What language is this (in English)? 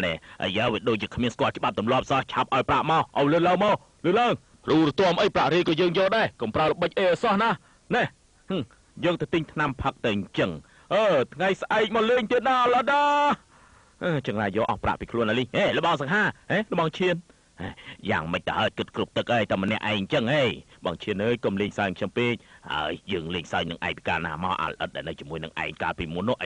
Khmer